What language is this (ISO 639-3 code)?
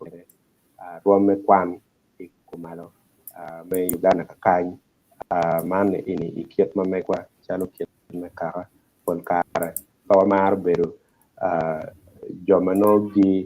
ach